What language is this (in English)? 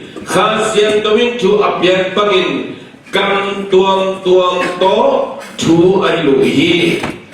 Tedim Chin